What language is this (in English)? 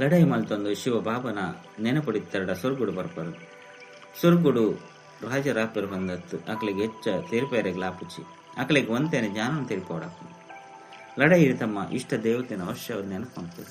Tulu